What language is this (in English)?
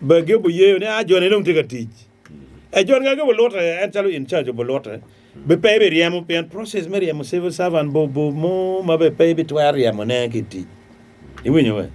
Acoli